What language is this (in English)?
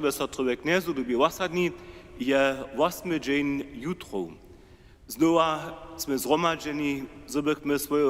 Upper Sorbian